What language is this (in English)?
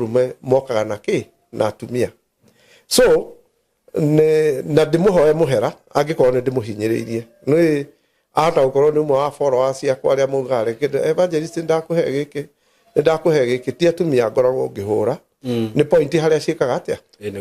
Kikuyu